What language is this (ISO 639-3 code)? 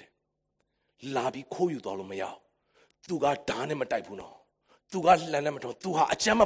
mya